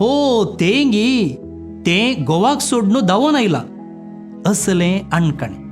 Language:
Konkani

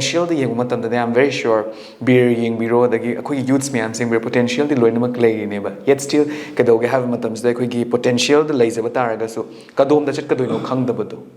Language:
Manipuri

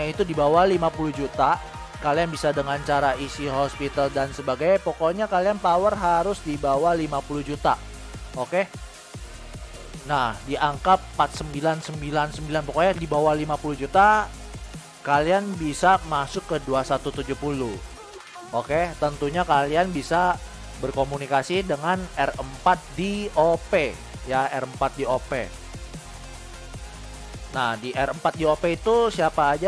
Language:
Indonesian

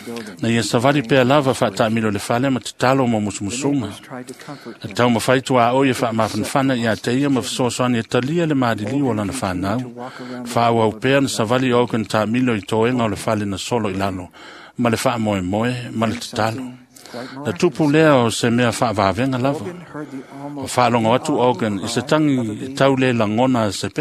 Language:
Samoan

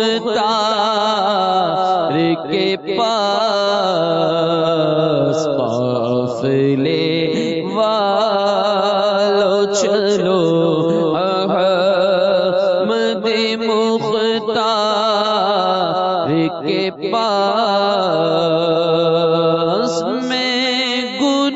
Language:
Urdu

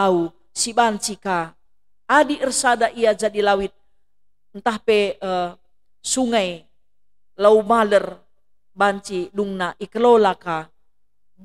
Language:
Batak Karo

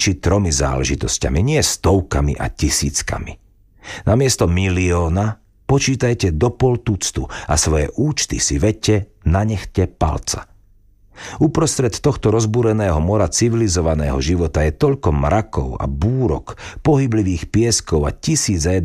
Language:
Slovak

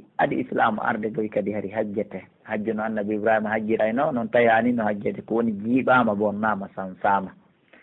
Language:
Pular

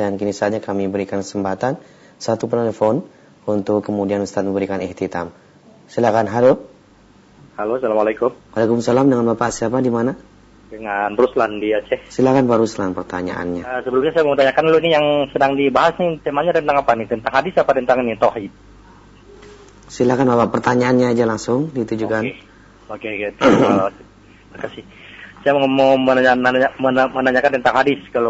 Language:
Indonesian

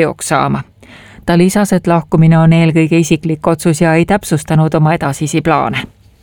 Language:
Estonian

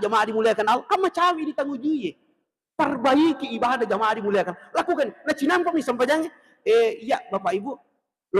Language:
Buginese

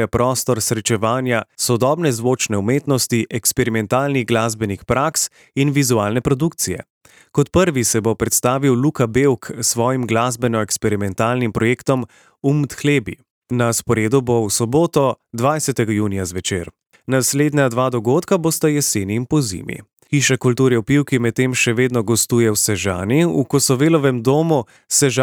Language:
Slovenian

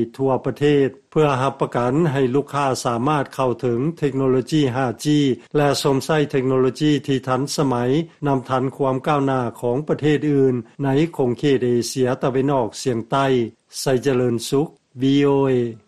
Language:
Lao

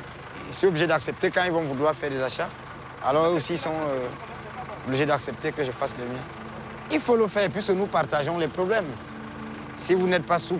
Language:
French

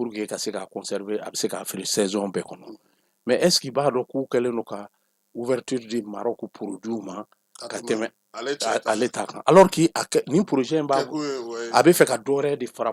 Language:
Bambara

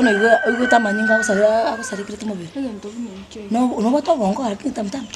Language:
Gusii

